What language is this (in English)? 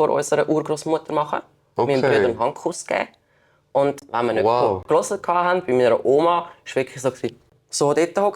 Swiss German